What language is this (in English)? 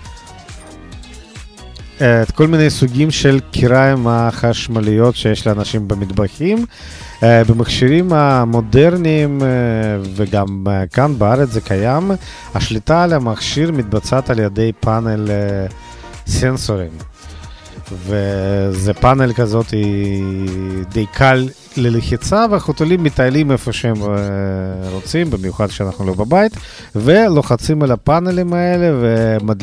Hebrew